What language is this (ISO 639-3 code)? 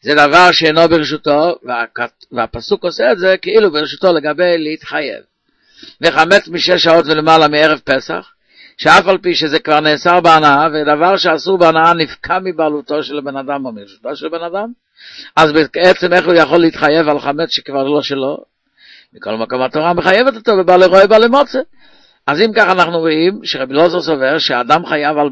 heb